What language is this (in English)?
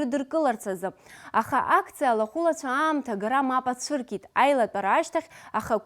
Abkhazian